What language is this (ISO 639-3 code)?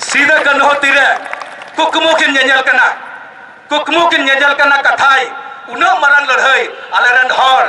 sat